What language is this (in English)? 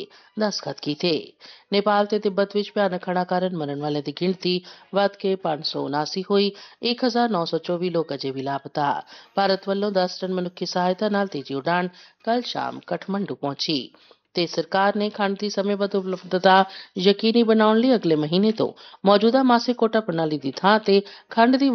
Punjabi